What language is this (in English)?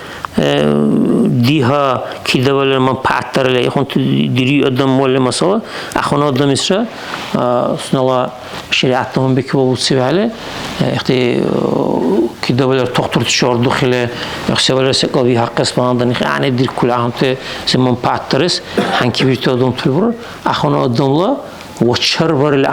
Dargwa